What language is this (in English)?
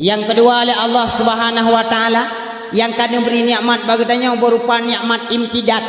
Achinese